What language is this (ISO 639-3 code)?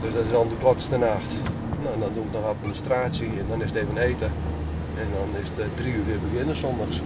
fry